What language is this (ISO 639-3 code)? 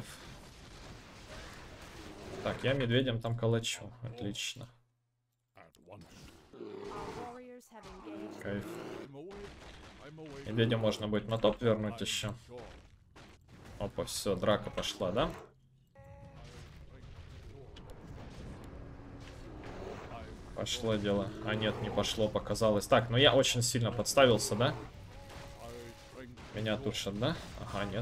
rus